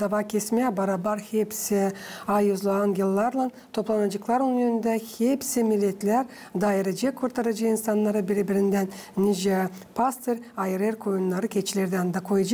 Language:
Gagauz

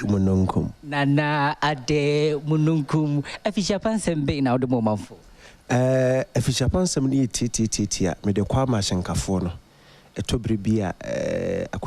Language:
Akan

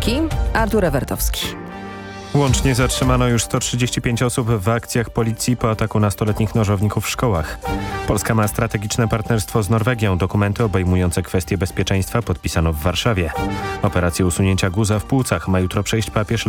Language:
Polish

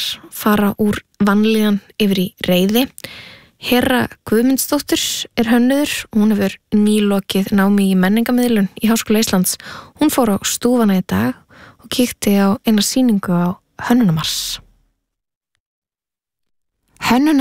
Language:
Icelandic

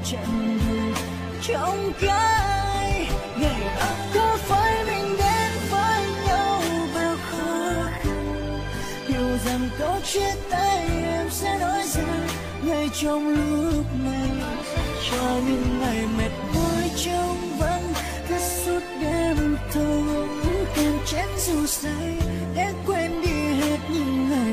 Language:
Vietnamese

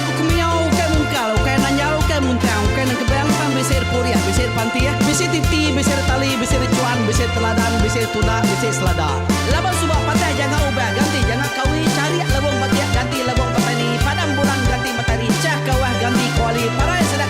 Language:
Iban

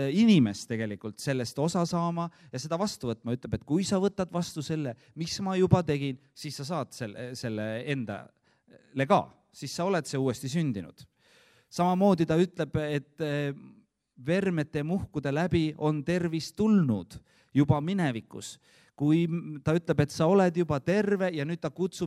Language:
Estonian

